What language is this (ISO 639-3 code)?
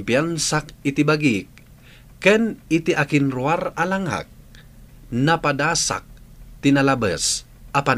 ilo